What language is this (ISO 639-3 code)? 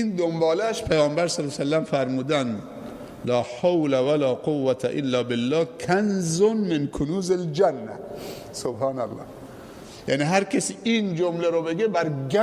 fas